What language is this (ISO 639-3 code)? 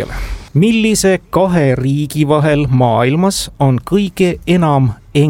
est